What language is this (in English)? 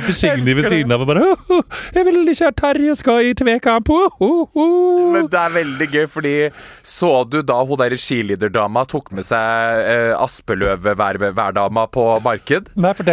Norwegian